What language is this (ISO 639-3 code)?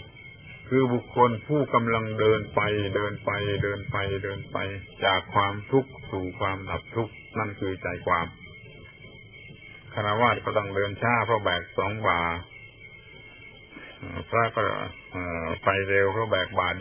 tha